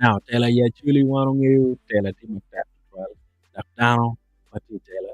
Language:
Acoli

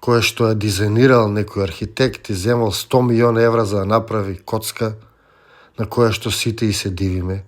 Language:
Macedonian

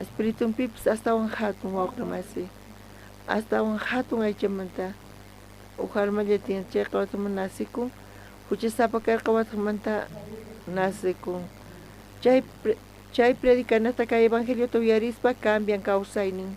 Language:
South Bolivian Quechua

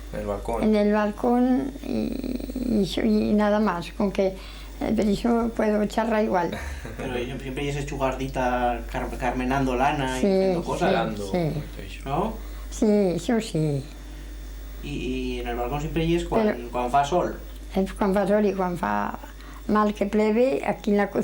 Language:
Aragonese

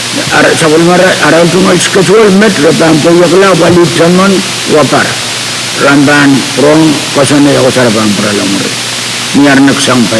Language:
Pohnpeian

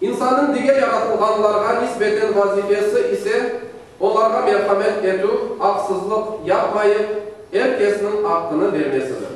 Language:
Crimean Tatar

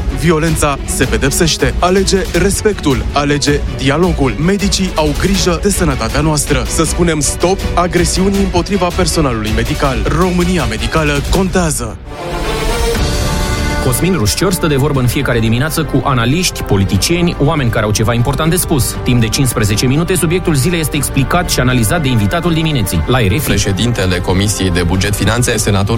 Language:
Romanian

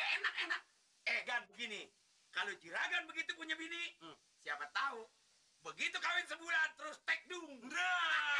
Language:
Betawi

